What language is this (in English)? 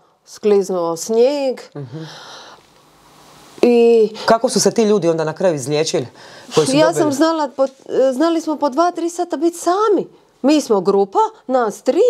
Croatian